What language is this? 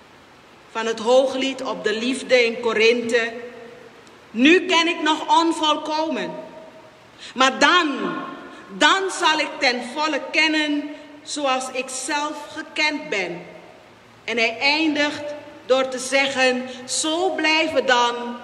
Dutch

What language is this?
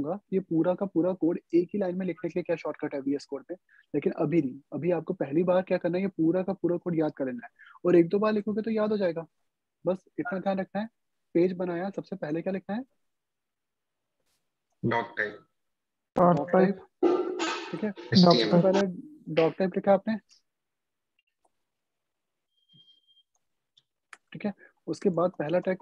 Hindi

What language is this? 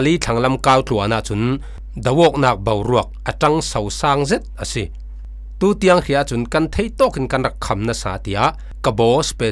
Falam Chin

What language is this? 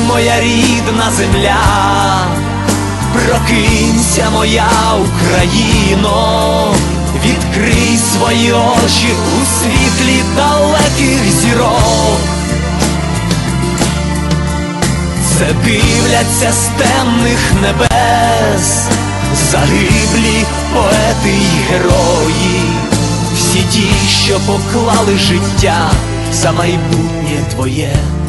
Ukrainian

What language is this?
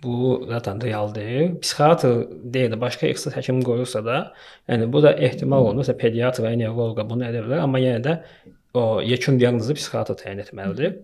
Azerbaijani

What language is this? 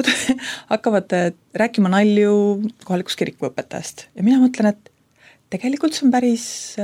Estonian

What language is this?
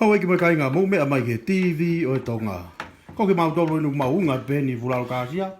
Tongan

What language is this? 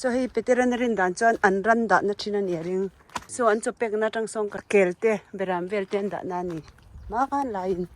Mizo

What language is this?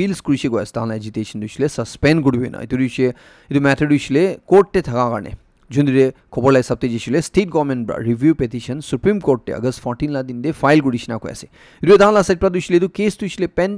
Naga Pidgin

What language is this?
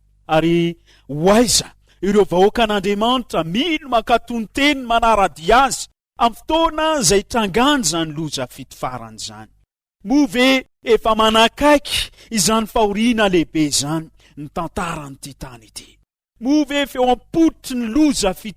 Malagasy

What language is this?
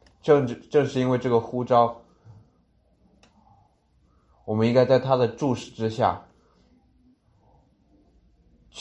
Chinese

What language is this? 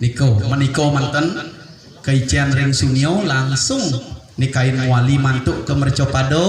Balinese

